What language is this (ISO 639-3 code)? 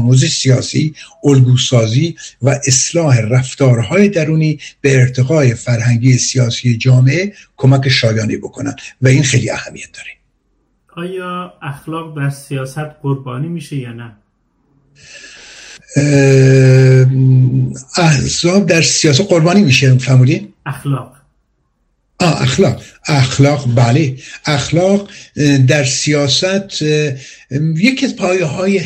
fas